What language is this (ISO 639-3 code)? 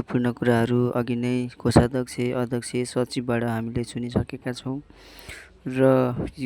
nep